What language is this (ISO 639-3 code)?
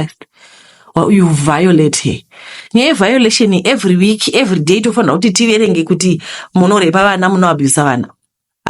sna